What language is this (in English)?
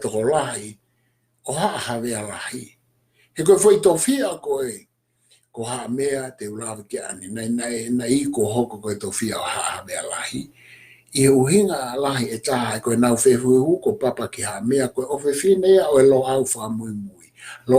Tongan